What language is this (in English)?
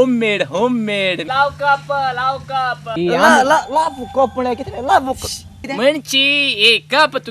Konkani